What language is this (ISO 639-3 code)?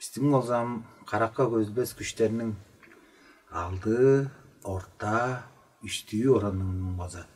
tyv